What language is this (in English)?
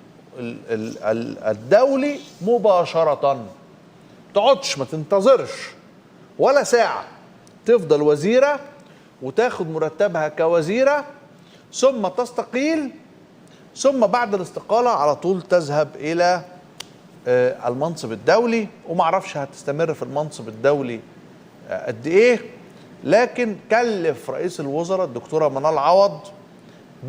Egyptian Arabic